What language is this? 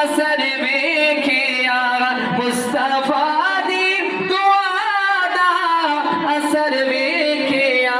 Saraiki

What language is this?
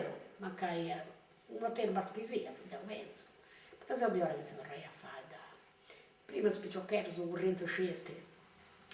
Sardinian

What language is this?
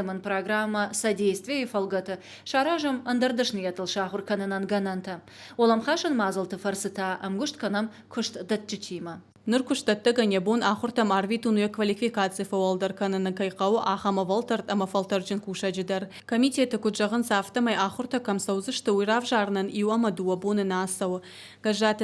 Ossetic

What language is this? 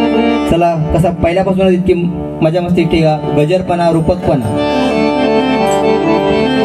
Marathi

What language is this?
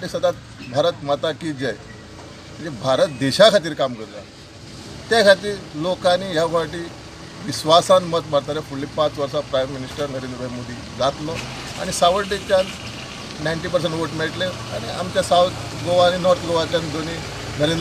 Konkani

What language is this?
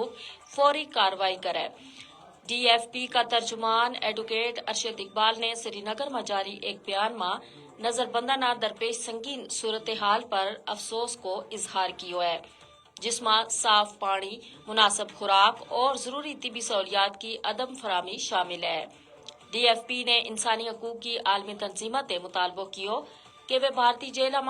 Gujari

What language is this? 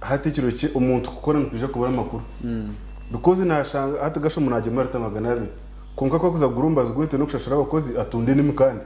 Nyankole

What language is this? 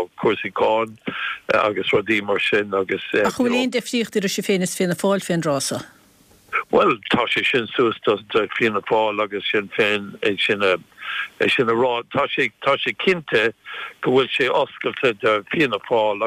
Irish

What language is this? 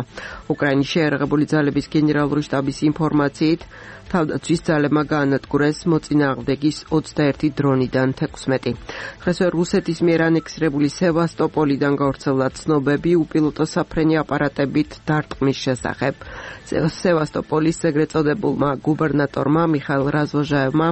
Georgian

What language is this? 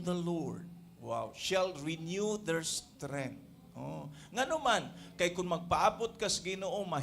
Cebuano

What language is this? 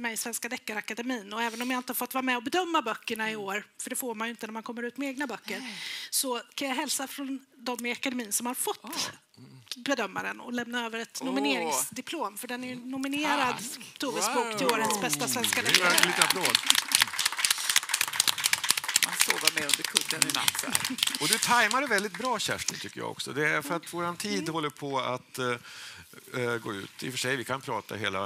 Swedish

